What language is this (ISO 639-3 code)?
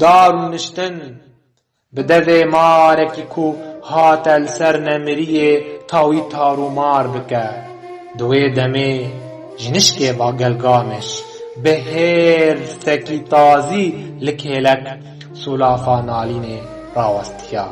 kur